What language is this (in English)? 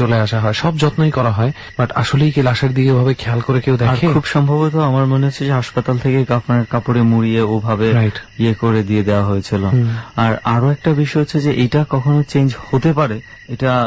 Bangla